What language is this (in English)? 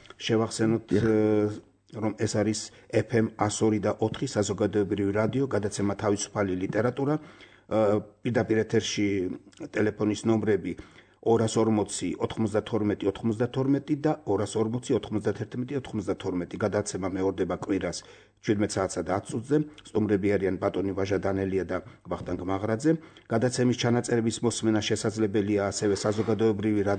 Georgian